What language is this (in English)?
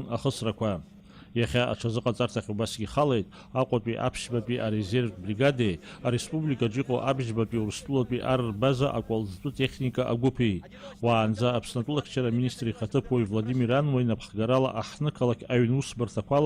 Abkhazian